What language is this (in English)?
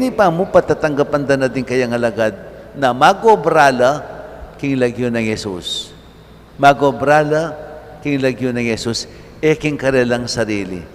Pampanga